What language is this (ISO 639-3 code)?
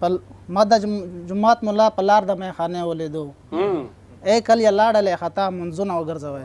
pus